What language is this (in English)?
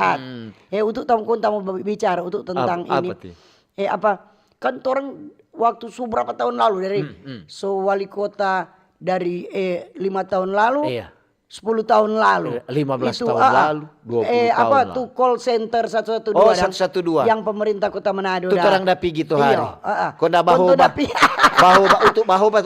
Manado Malay